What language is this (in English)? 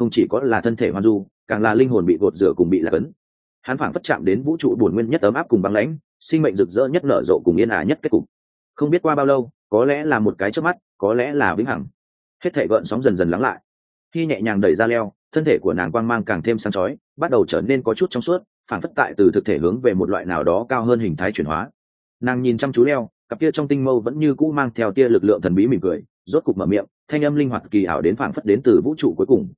Vietnamese